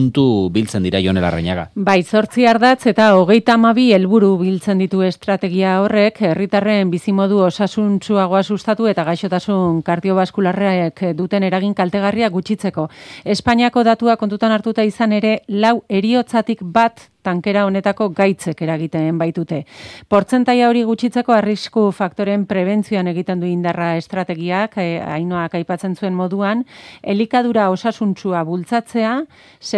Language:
Basque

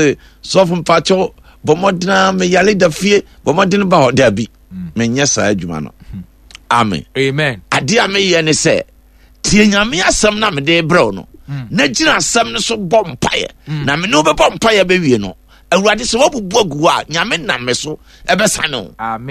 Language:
Akan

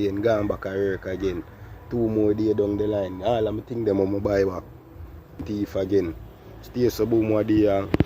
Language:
Jamaican Creole English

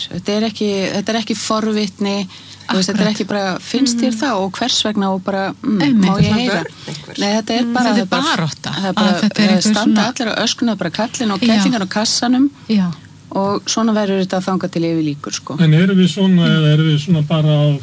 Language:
Icelandic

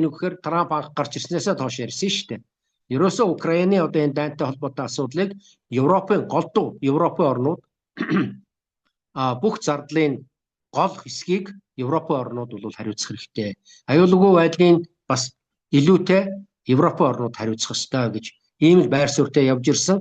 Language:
Mongolian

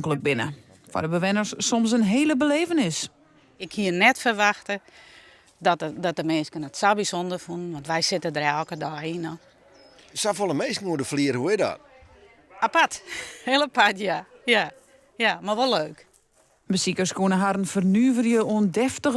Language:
Western Frisian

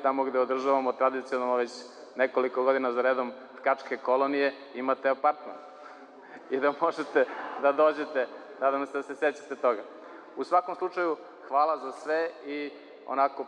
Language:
Serbian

